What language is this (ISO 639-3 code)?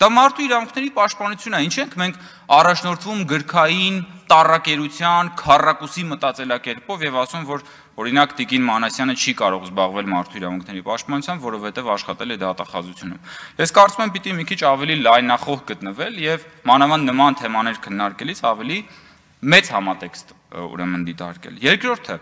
hye